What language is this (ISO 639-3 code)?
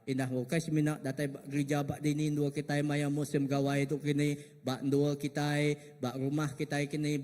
iba